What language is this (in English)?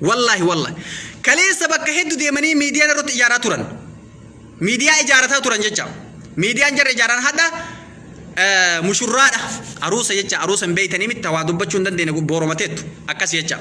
Oromo